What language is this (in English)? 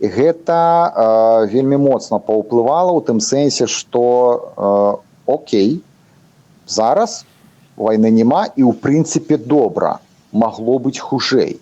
Belarusian